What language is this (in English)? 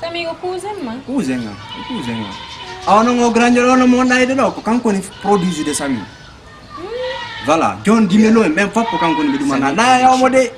Fula